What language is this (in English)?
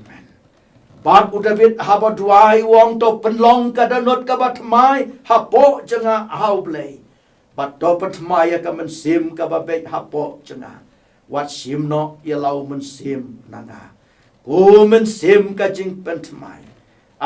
Khasi